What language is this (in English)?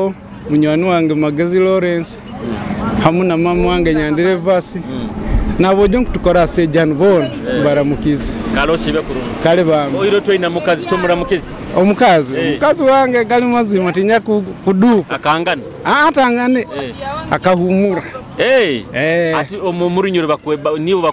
Nyoro